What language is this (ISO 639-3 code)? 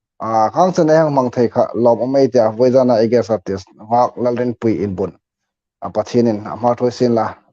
hmr